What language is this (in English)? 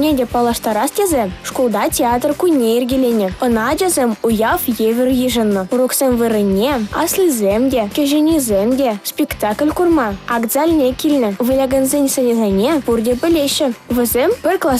Chuvash